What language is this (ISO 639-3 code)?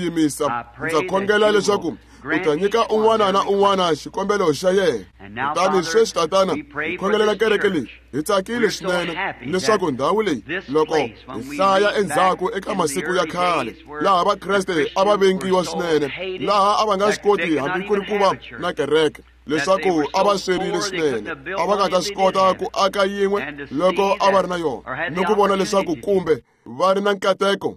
tso